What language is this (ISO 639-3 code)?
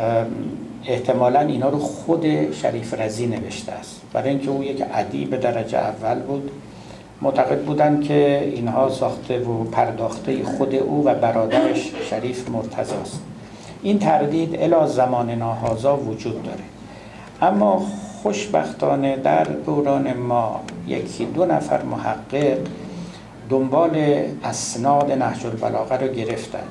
fas